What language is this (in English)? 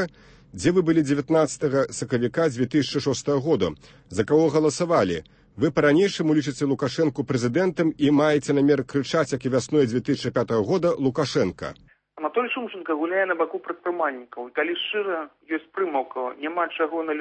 Belarusian